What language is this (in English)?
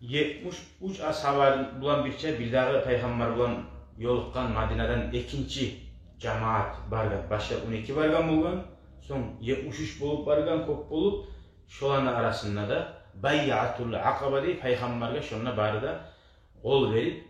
Kumyk